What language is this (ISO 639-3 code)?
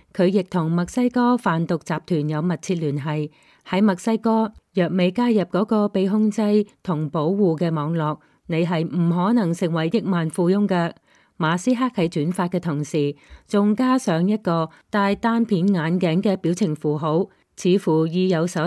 yue